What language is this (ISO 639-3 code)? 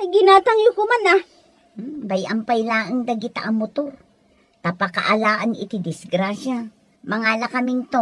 ilo